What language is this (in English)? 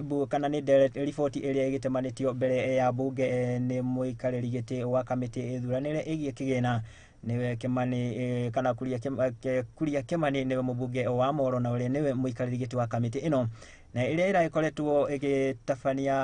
Kikuyu